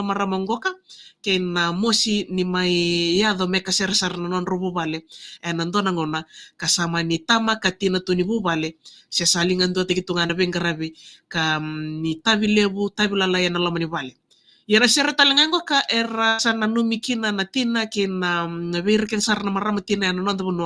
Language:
Fijian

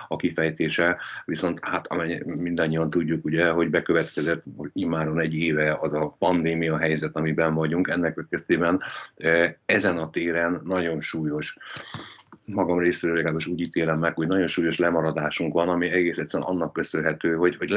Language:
Hungarian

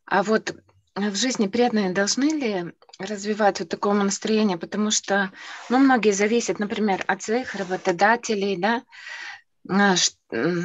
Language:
Russian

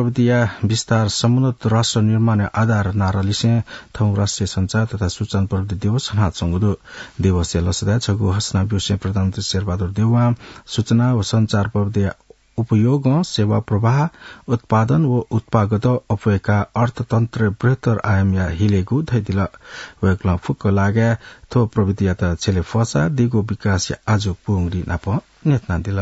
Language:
Newari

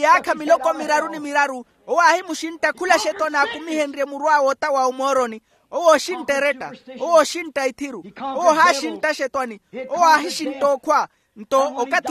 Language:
Makhuwa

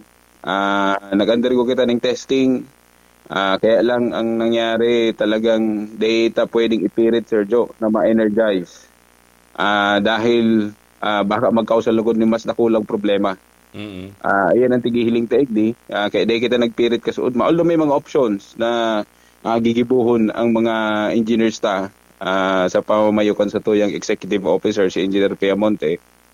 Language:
Bikol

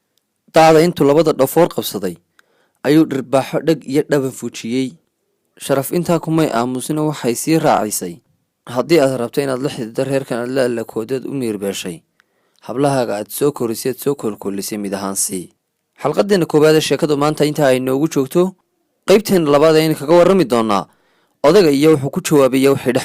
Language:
Somali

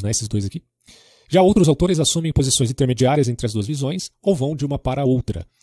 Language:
Portuguese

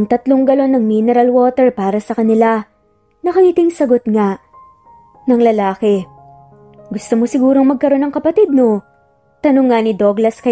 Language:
Filipino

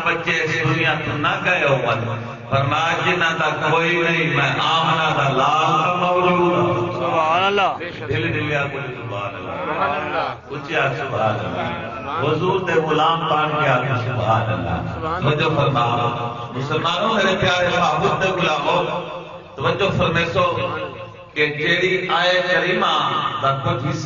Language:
Saraiki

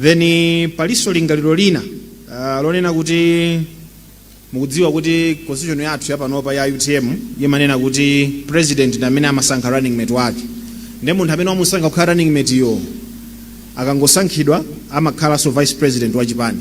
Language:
Nyanja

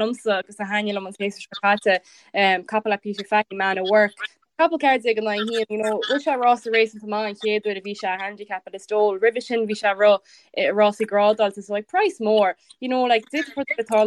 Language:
Irish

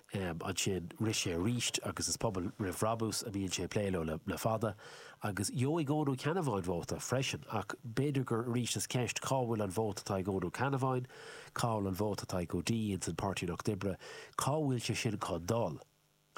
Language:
Irish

